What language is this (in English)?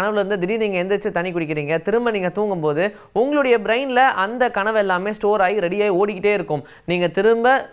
Tamil